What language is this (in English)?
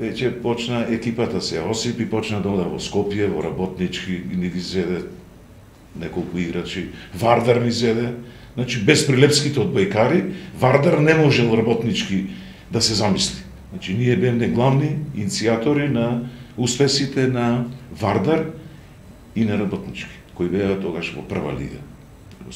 Macedonian